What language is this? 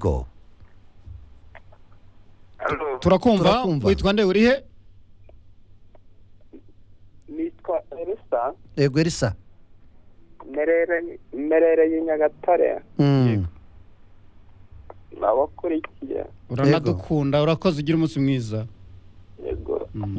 Kinyarwanda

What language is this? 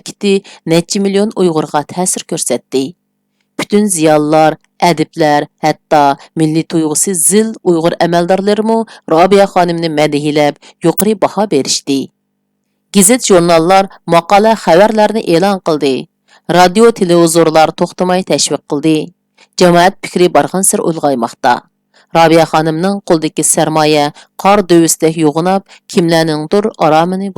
Uyghur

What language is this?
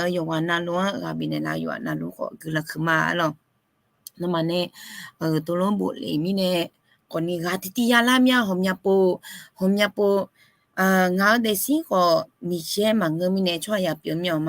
Akha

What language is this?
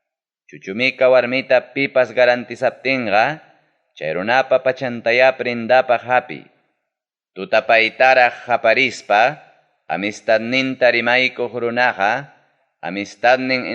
Ayacucho Quechua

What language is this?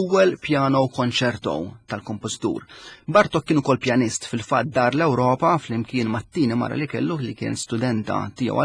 Maltese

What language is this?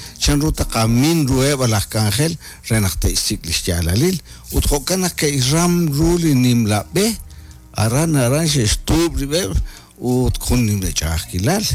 Kekchí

